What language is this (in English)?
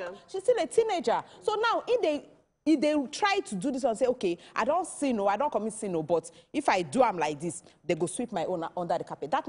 Nigerian Pidgin